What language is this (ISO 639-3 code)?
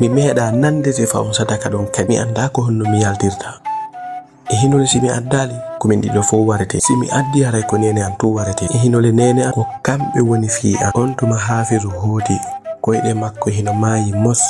ful